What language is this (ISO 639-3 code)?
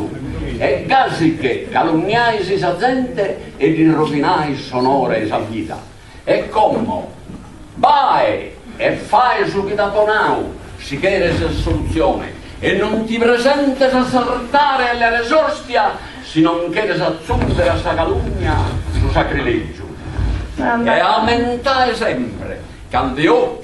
srd